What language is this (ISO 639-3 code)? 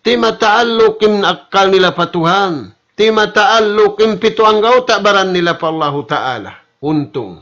tsg